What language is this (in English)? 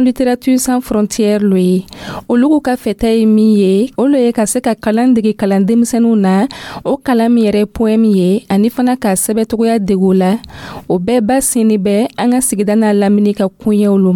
Dyula